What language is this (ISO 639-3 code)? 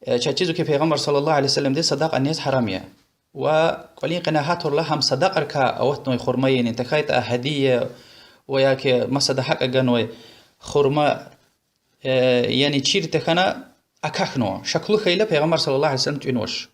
lez